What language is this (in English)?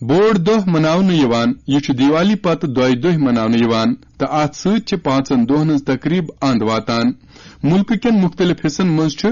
Kashmiri